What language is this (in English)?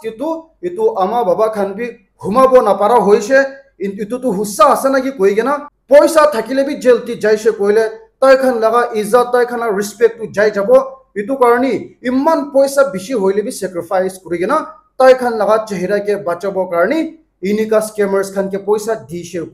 Naga Pidgin